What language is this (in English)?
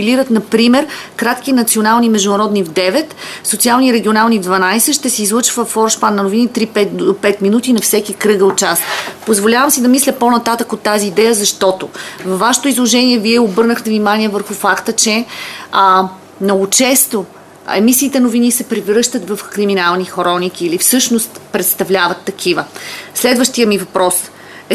Bulgarian